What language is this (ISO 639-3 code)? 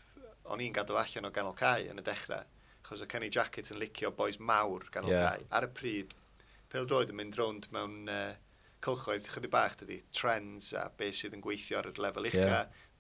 cym